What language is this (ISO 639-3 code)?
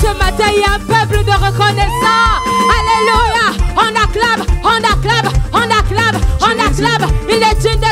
fra